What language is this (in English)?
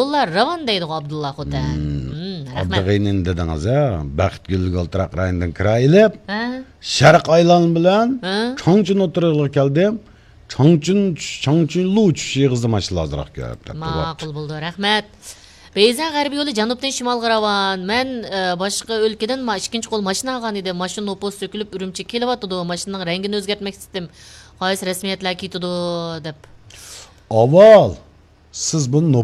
Uyghur